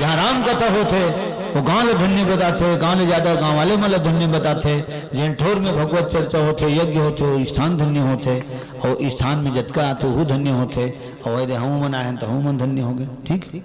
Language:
Chhattisgarhi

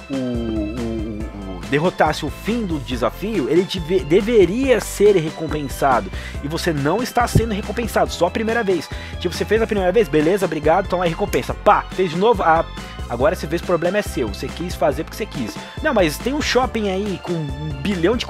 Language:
Portuguese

